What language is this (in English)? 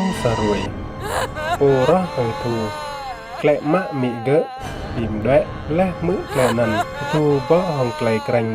Rade